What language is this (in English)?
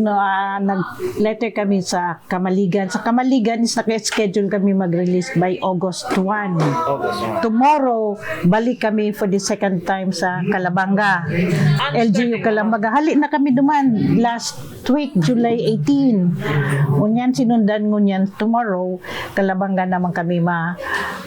Bikol